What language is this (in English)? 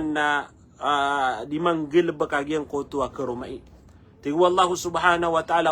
Maranao